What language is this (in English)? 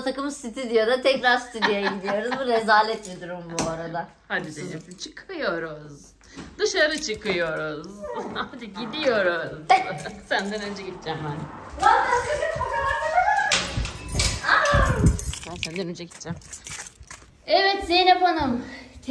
Turkish